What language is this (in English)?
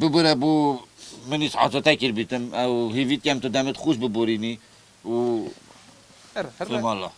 Kurdish